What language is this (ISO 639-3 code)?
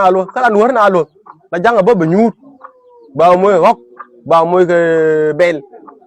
nus